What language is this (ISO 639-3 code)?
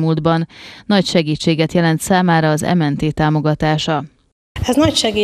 hun